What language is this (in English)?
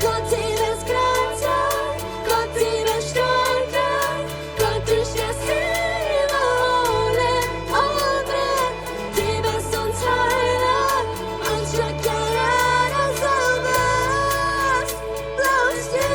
Plautdietsch